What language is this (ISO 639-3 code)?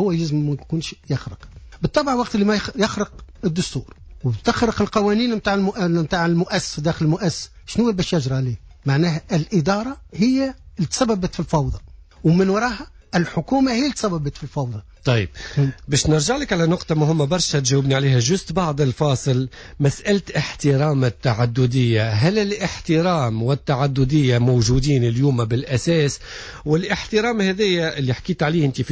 aeb